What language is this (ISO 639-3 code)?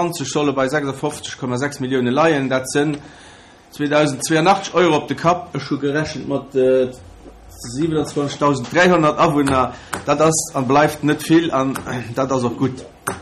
ltz